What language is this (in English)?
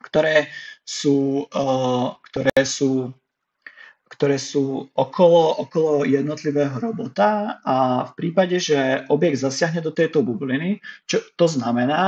Slovak